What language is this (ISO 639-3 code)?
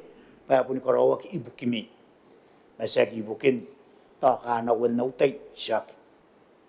gil